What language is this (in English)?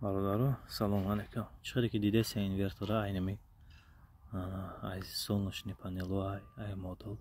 Tajik